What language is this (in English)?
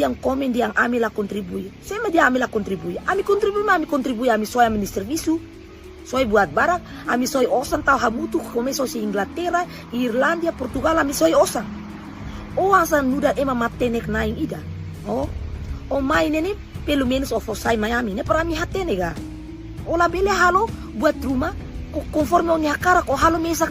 Tetum